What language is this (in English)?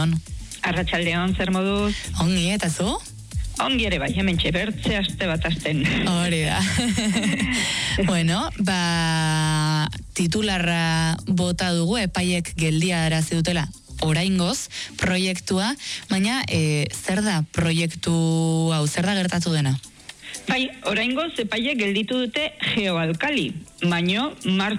Basque